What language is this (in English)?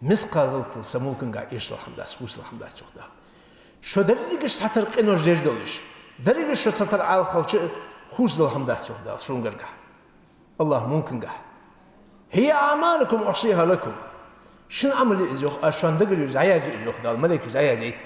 Ingush